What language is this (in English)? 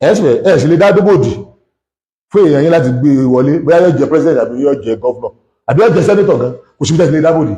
Yoruba